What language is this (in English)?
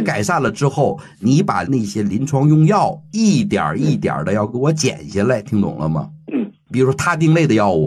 Chinese